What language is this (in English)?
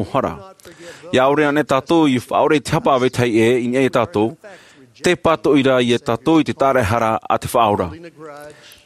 Tahitian